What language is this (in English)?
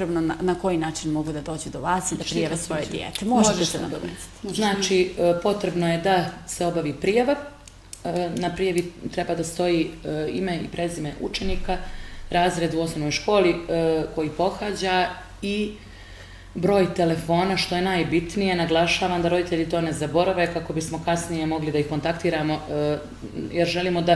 Bosnian